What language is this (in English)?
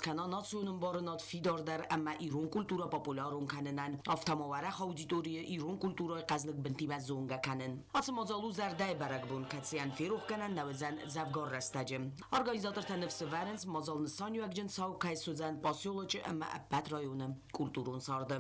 Ossetic